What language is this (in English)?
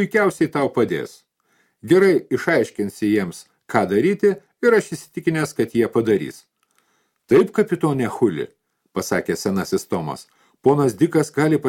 Lithuanian